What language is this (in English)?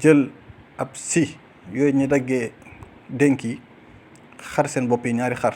Wolof